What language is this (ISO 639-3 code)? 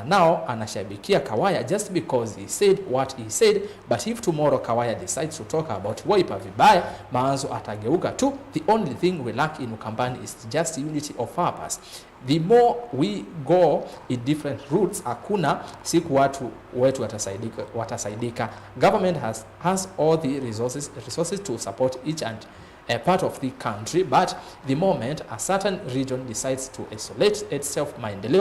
kam